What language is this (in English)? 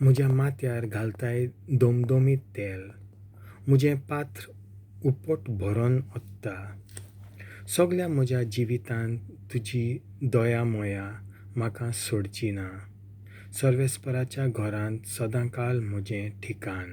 Konkani